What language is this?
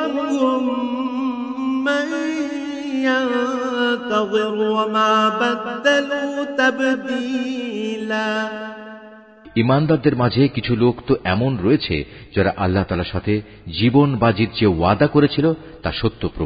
Bangla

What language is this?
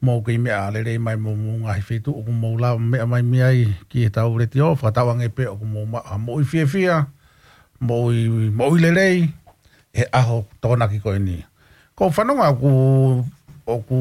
Tongan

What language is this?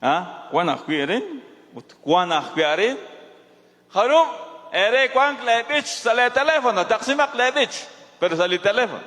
Kekchí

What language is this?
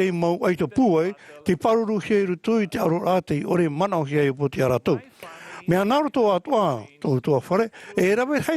Tahitian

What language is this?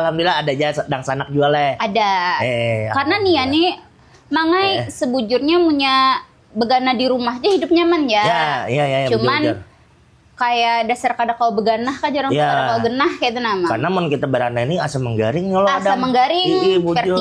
Banjar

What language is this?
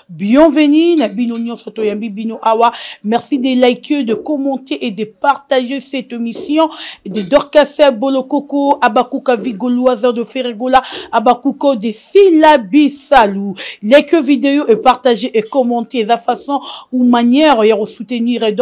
Lingala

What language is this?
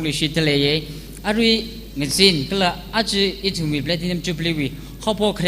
Tangkhul Naga (India)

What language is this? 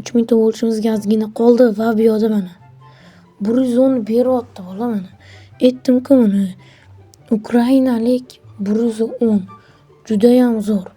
Uzbek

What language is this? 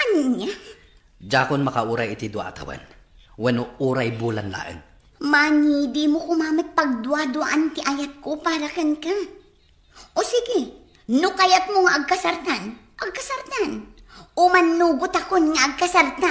Iloko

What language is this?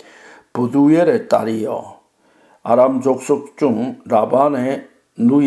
Korean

